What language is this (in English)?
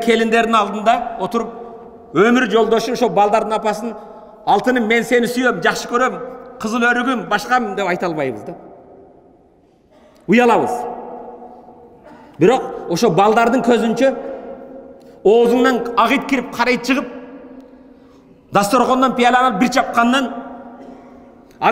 Kyrgyz